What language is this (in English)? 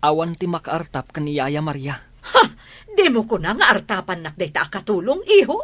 Iloko